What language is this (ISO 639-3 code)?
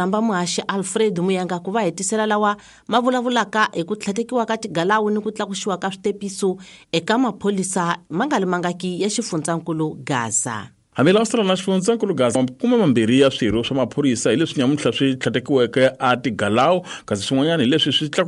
tso